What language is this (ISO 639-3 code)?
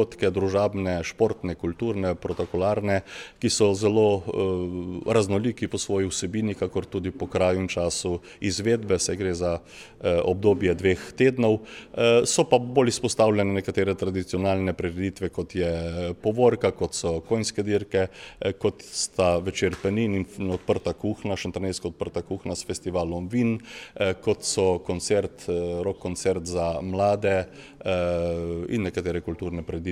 slv